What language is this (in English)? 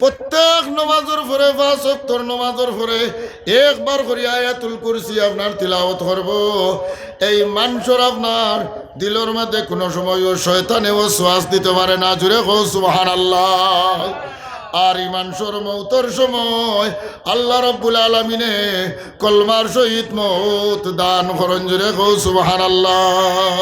Sylheti